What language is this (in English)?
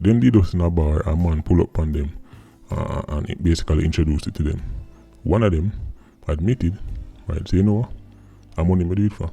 Jamaican Creole English